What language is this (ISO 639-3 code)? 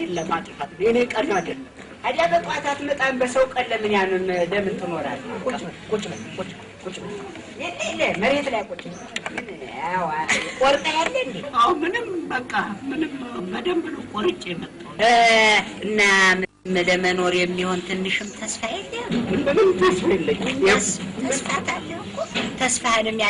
amh